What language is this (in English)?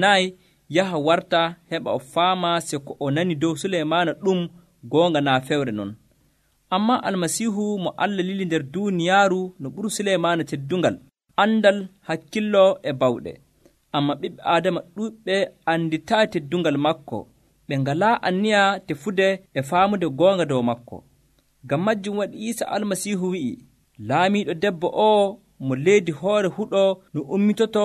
Nigerian Fulfulde